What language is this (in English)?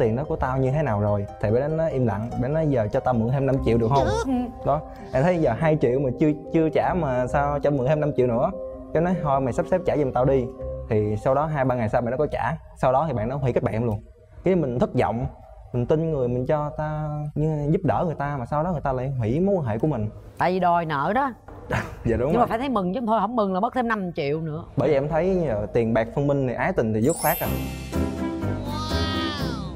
Vietnamese